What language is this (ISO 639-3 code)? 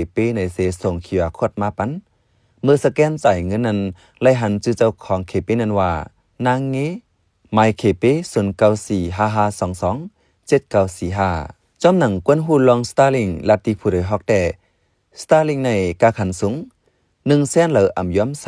shn